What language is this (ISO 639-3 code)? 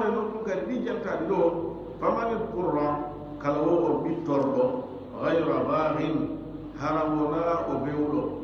ful